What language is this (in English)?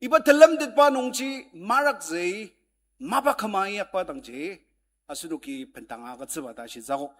Ao Naga